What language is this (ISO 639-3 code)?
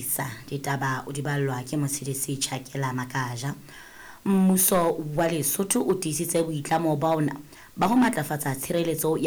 sot